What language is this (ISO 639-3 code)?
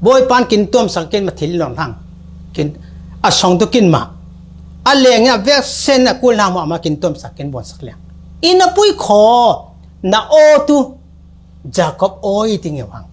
cfm